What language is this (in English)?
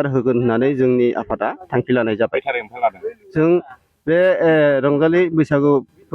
Bodo